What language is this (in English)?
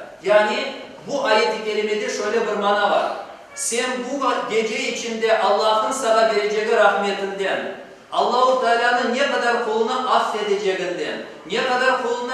Crimean Tatar